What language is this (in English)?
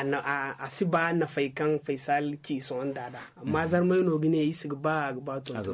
Zarma